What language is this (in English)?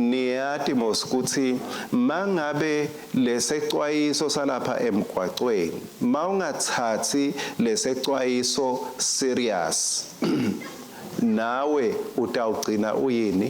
Swati